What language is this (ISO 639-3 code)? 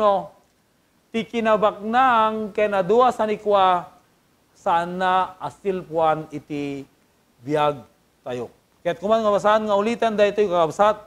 ilo